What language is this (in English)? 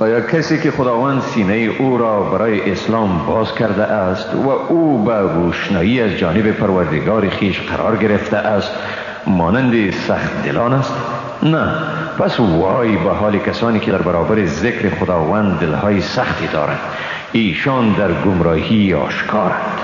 Persian